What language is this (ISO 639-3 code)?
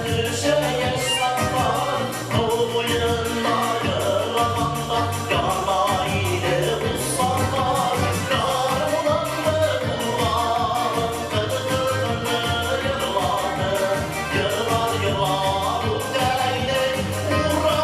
bak